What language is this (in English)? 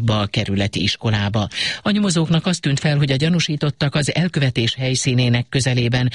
Hungarian